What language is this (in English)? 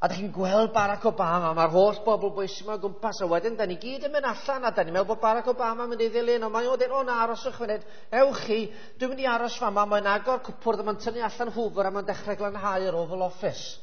Welsh